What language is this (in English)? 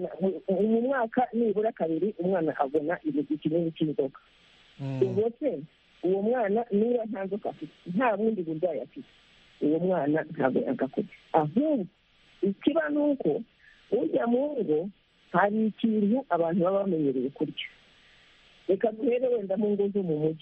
Kinyarwanda